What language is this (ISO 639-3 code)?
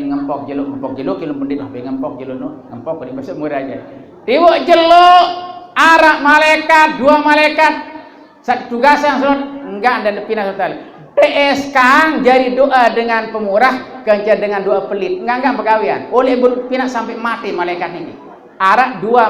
sas